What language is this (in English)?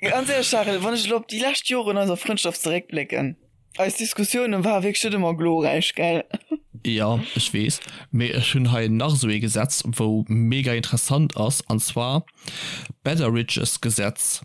Luxembourgish